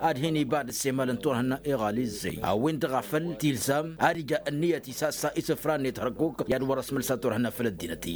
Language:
Tamasheq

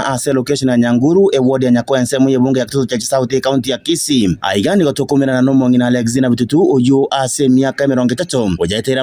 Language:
Gusii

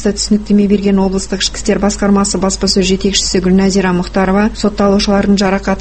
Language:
Kazakh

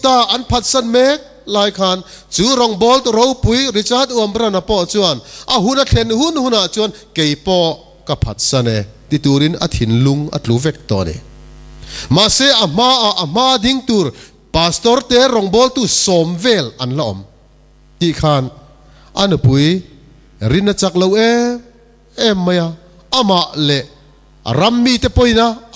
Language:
Mizo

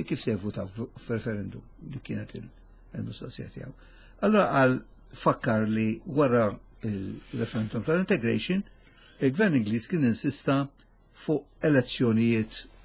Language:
Maltese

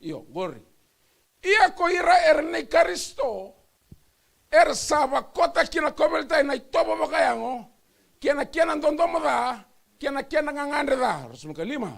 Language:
Fijian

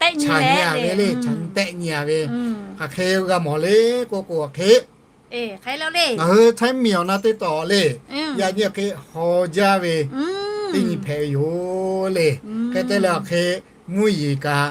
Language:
Lahu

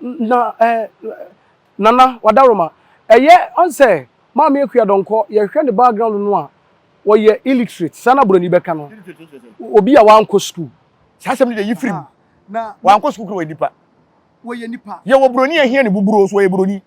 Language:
Akan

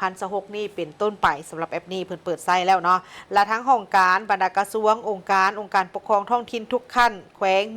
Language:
Lao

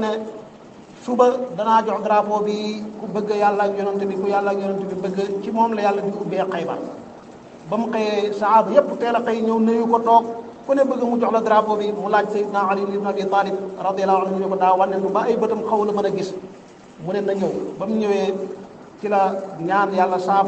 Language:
Wolof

